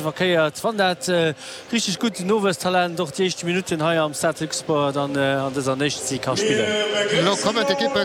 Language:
Luxembourgish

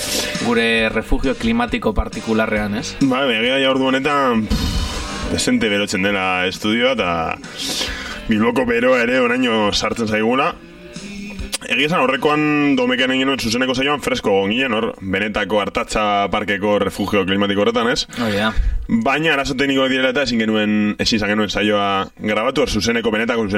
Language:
Basque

